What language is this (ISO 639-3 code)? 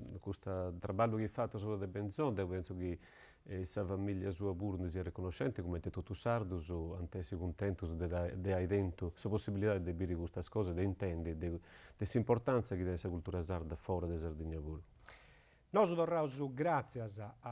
srd